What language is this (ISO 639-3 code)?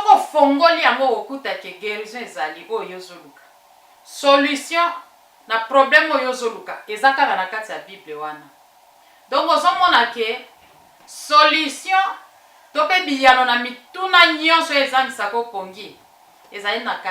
lin